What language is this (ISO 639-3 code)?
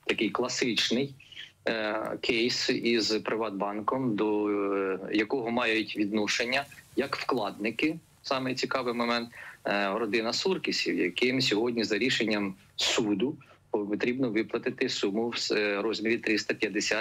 ukr